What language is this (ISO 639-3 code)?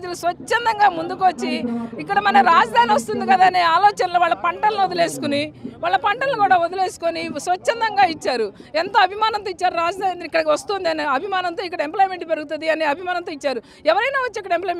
tel